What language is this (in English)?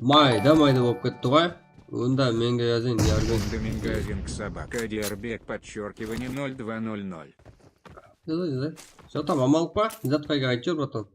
Kara-Kalpak